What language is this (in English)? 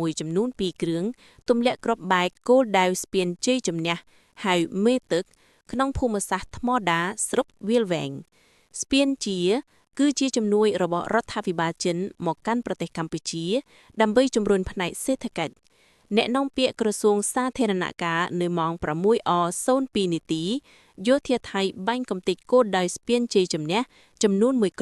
Khmer